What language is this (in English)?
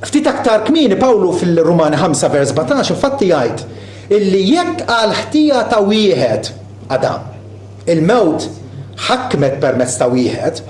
Maltese